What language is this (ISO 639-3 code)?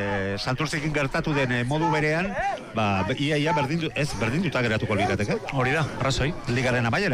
eus